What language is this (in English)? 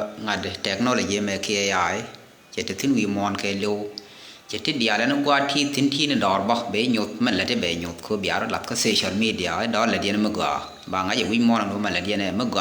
Nuer